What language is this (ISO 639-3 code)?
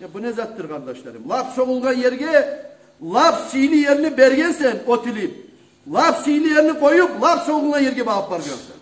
kum